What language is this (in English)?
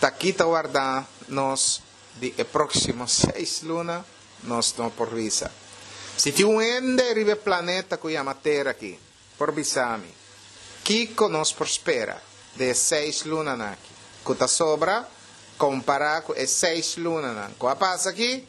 Papiamento